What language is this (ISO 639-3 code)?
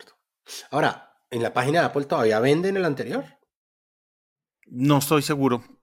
spa